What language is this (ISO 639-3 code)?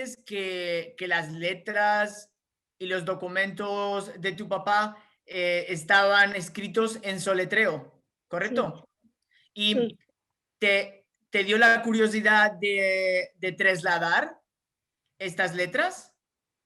lad